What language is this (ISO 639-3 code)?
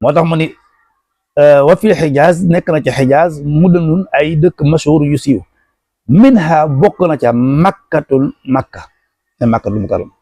wol